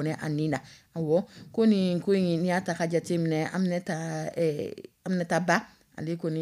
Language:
Dyula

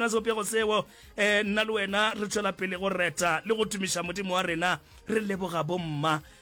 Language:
Northern Sotho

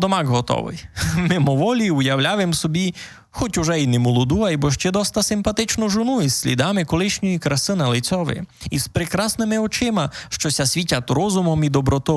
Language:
Rusyn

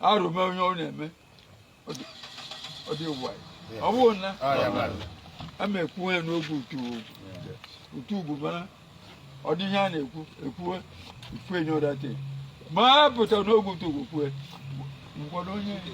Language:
Igbo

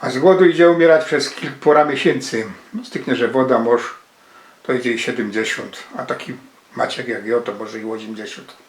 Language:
Silesian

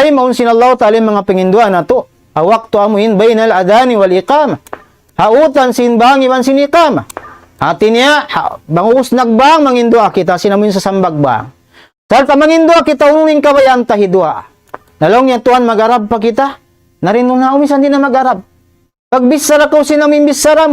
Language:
Tausug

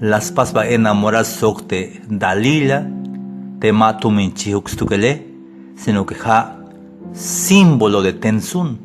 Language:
Tzeltal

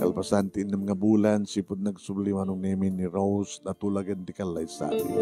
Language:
Iloko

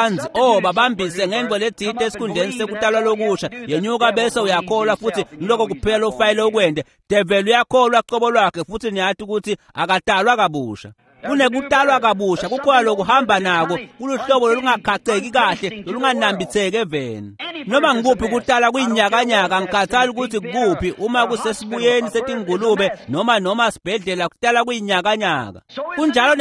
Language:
Swati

